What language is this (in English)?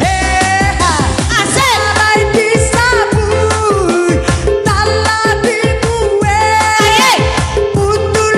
Minangkabau